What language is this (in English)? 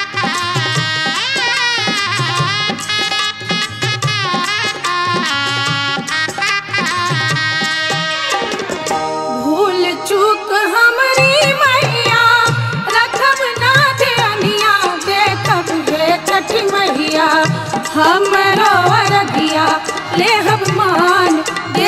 Bhojpuri